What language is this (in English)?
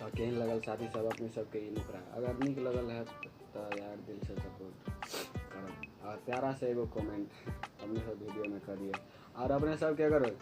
Maithili